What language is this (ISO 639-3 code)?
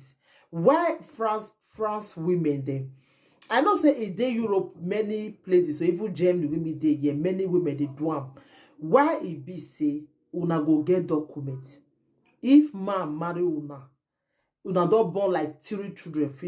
pcm